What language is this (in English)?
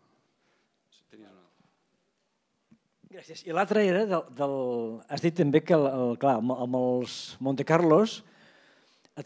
Catalan